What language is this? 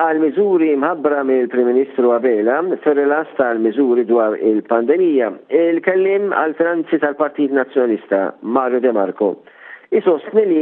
Maltese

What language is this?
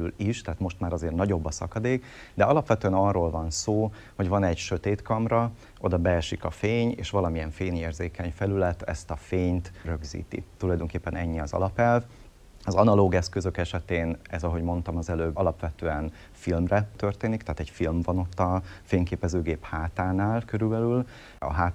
Hungarian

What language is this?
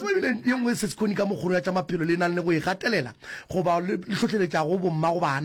Northern Sotho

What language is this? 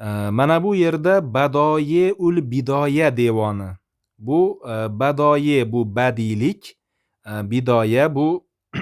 Uzbek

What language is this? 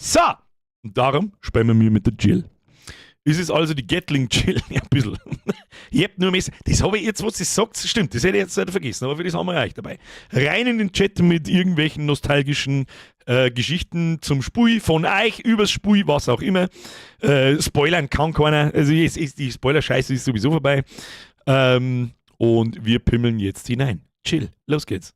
Bavarian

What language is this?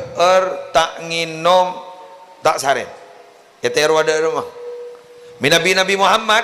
Madurese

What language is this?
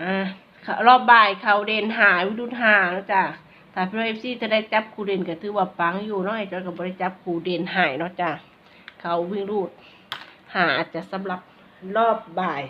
Northeastern Thai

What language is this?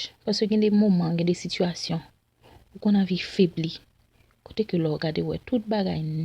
Haitian Creole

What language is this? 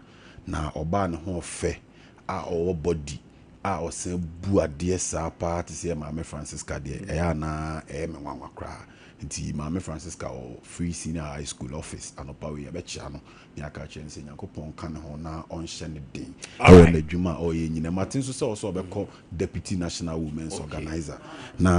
Akan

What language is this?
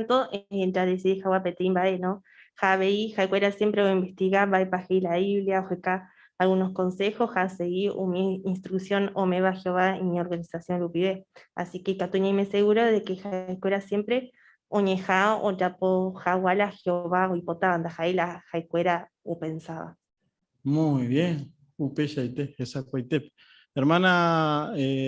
Guarani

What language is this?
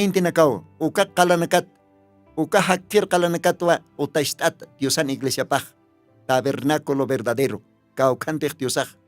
Aymara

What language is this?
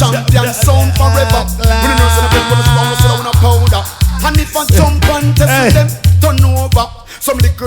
Jamaican Creole English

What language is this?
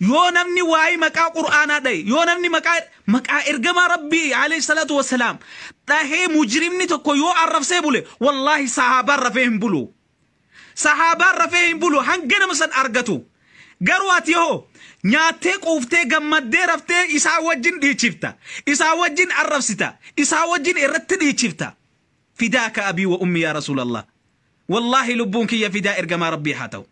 Oromo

